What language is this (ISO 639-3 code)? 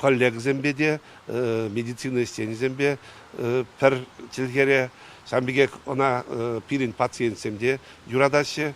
chv